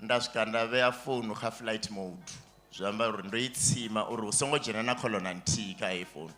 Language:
Venda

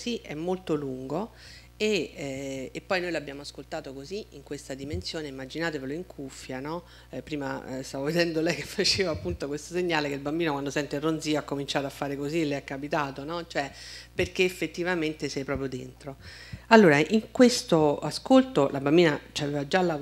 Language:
Italian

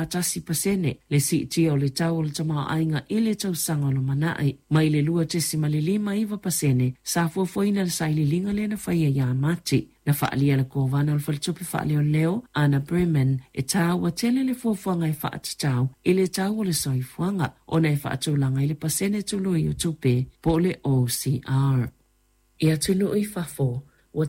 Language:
Samoan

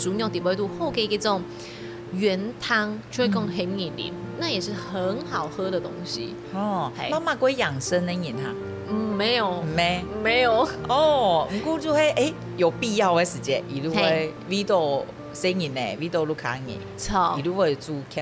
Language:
Hakka Chinese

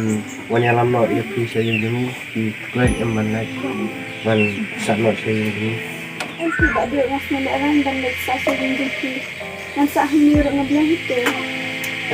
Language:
Khasi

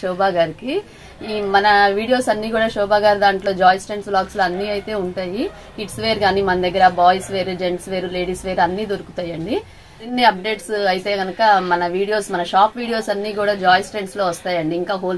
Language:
Telugu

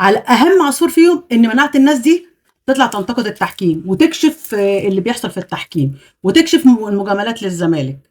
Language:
Egyptian Arabic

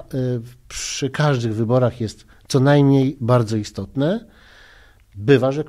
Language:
Polish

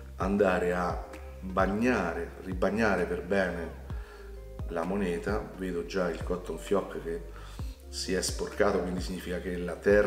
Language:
Italian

